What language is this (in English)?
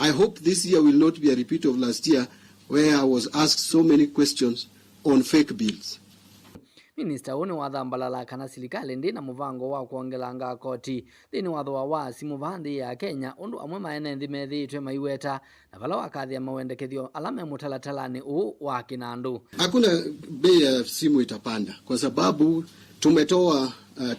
Kamba